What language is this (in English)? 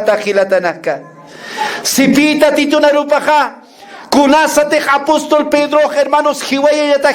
Aymara